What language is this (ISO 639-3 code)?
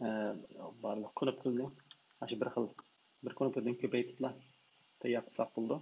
uig